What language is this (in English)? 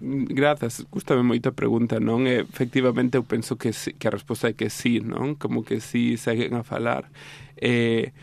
Galician